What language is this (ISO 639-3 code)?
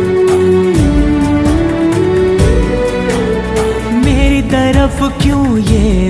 hin